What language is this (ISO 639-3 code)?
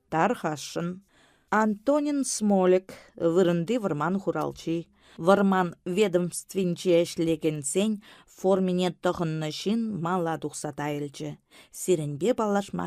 chv